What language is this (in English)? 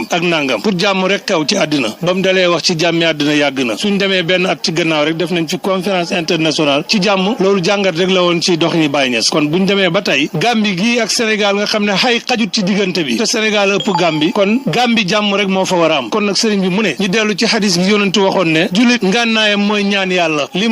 Wolof